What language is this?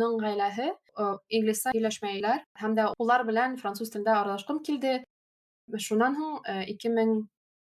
Bashkir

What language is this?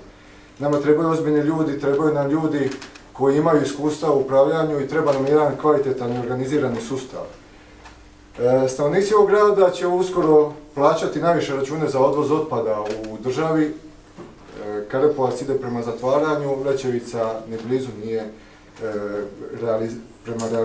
Croatian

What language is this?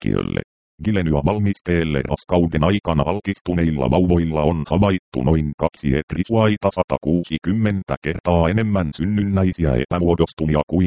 Finnish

